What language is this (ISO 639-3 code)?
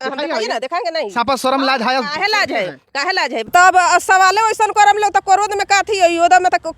bho